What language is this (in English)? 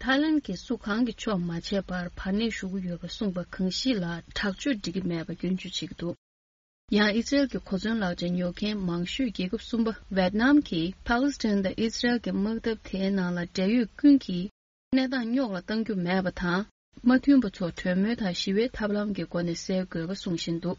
Tibetan